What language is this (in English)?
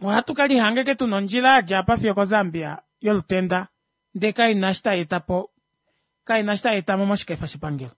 Kuanyama